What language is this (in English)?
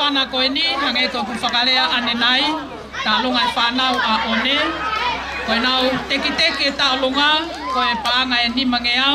Tongan